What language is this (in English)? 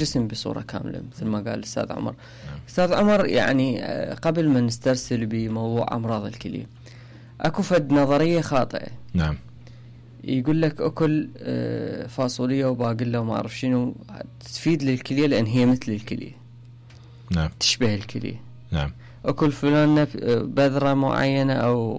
Mesopotamian Arabic